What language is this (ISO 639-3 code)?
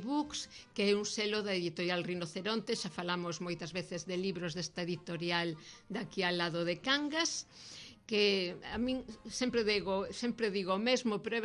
glg